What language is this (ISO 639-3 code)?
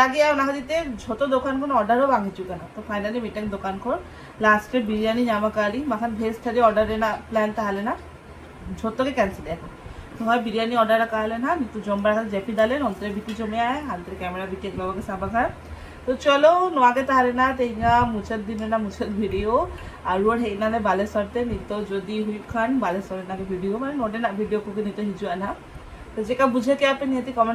sat